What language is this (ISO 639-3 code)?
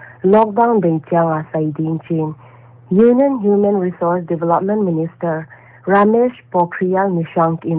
pck